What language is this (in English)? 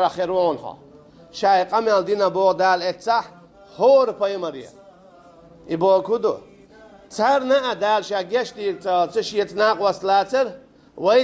Chechen